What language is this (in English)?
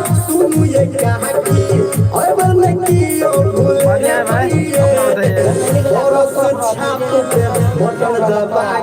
Maithili